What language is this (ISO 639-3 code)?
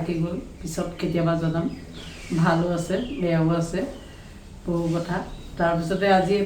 asm